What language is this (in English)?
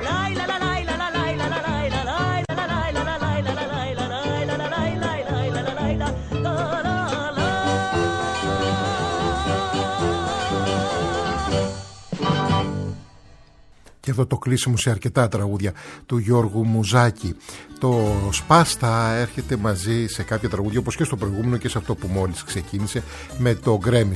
Greek